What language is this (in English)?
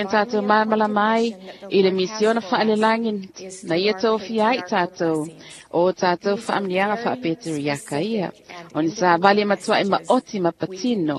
Samoan